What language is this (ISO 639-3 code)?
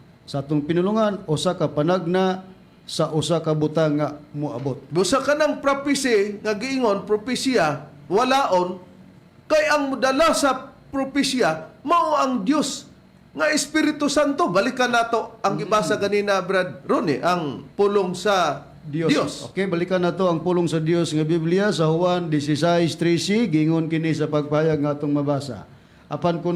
ceb